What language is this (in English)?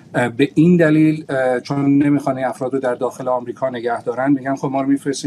Persian